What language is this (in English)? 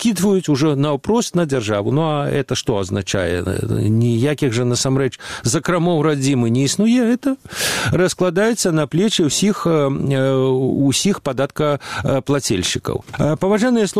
Belarusian